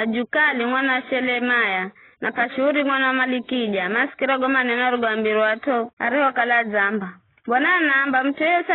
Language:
Giryama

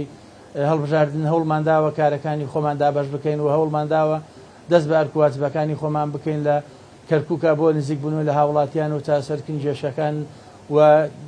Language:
Central Kurdish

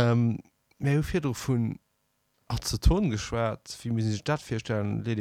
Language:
Luxembourgish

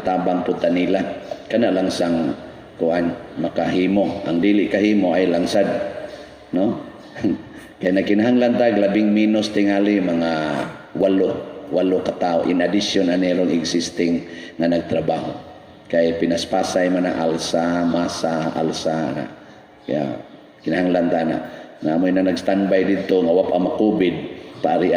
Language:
Cebuano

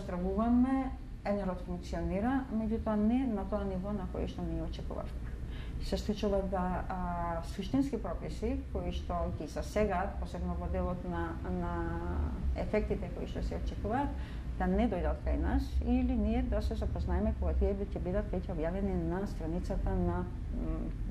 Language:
Macedonian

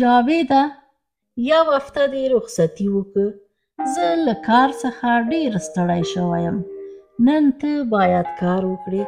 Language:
Pashto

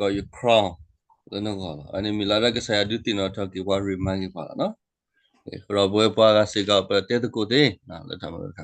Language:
S'gaw Karen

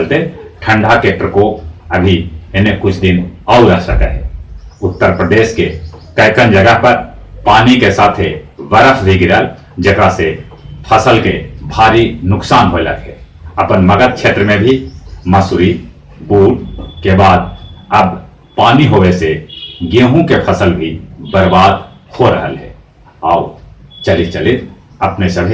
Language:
Magahi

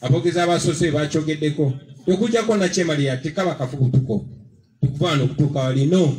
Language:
Ganda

